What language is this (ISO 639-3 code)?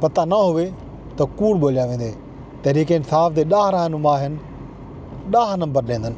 skr